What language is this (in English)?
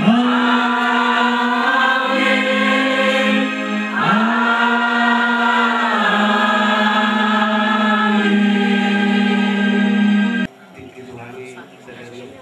Batak Toba